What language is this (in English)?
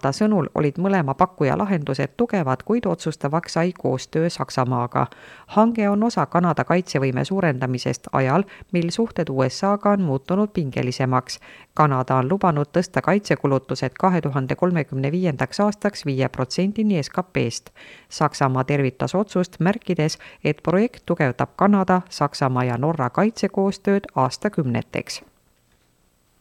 Estonian